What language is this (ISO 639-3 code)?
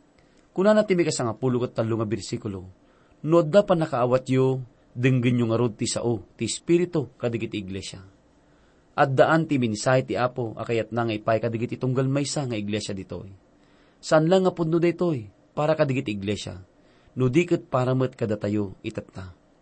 ilo